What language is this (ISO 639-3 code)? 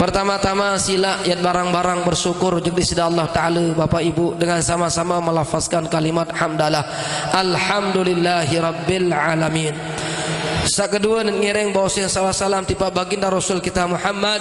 sas